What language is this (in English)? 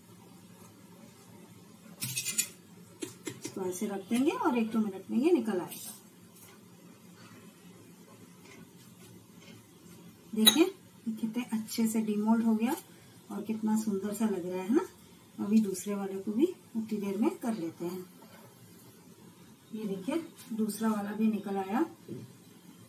Hindi